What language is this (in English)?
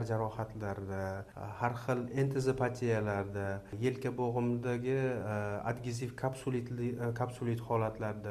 Uzbek